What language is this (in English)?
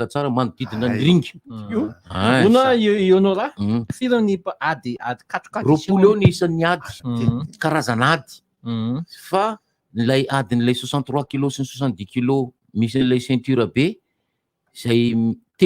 Malagasy